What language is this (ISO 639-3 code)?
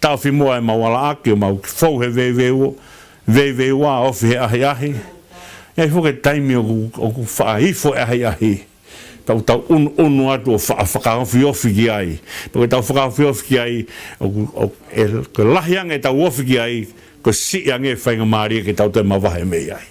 ton